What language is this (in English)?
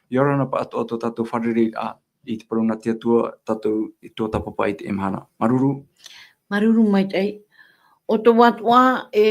Tahitian